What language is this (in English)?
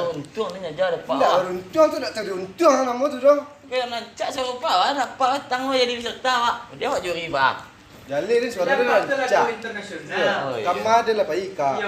Minangkabau